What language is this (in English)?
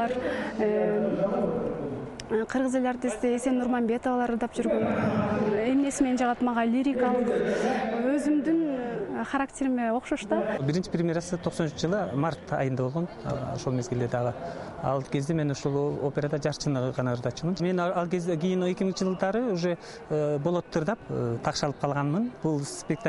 Kyrgyz